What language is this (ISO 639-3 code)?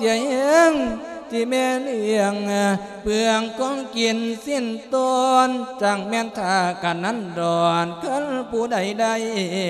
lao